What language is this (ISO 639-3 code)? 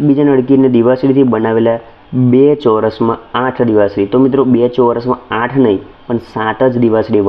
guj